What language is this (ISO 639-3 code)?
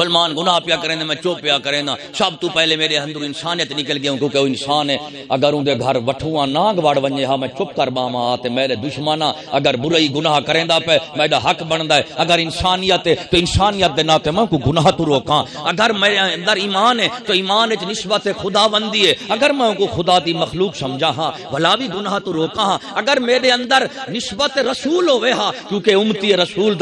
skr